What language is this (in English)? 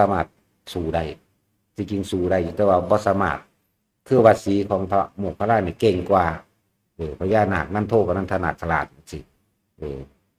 Northeastern Thai